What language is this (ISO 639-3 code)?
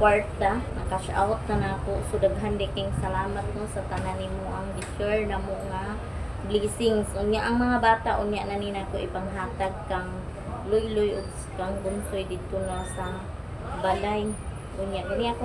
ceb